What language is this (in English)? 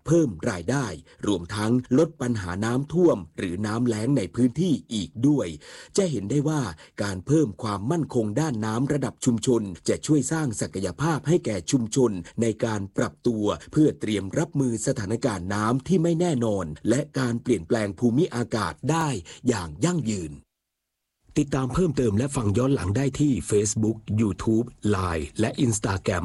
Thai